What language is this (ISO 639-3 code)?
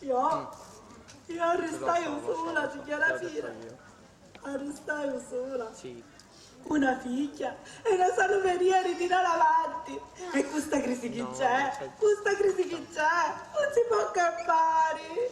scn